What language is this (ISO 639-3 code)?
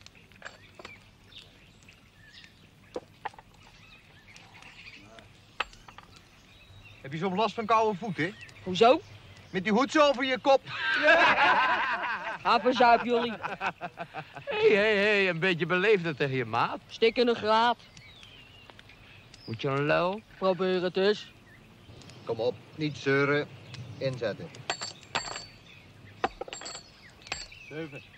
nld